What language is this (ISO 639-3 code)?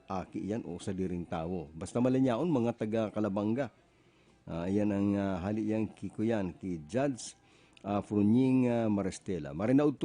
bik